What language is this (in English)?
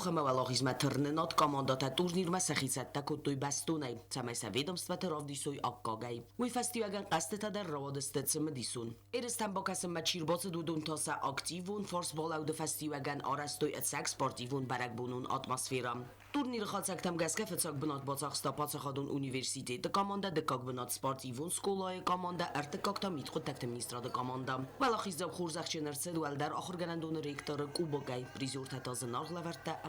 Ossetic